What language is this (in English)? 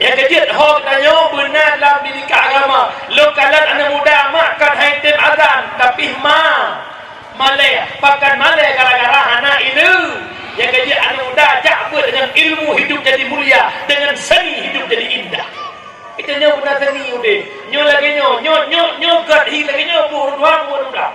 Achinese